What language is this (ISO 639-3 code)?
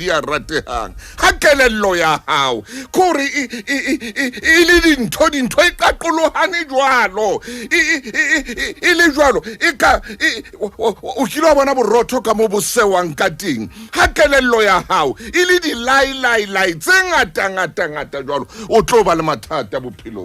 sot